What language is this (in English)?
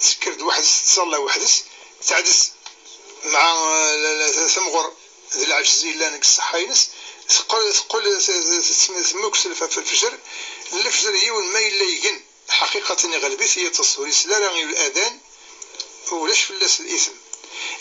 Kabyle